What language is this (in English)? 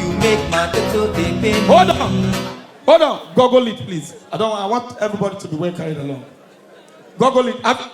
Nigerian Pidgin